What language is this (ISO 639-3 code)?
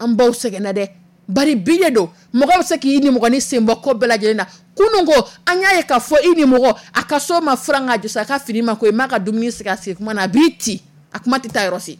dyu